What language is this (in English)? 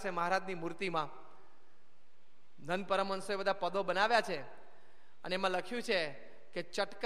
Gujarati